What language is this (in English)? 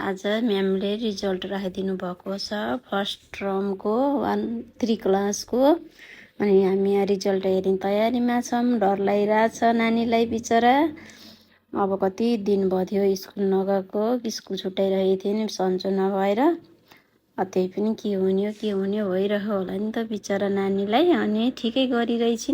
Nepali